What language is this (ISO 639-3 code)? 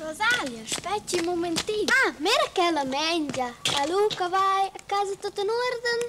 roh